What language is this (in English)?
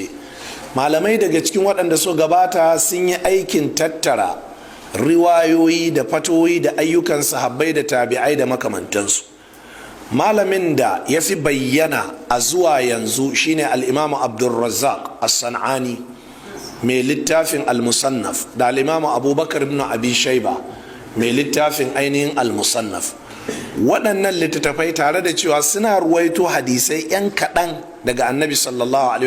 Hausa